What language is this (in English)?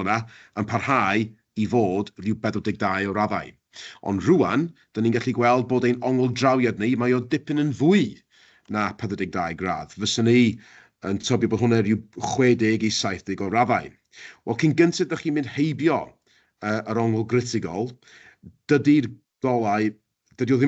Welsh